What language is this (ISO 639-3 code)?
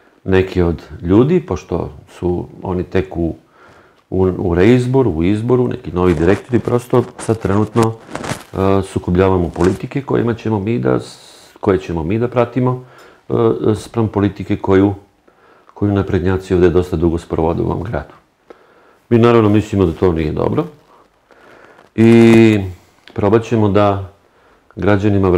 srp